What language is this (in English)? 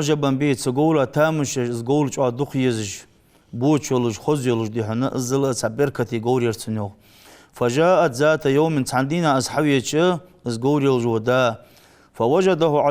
Ingush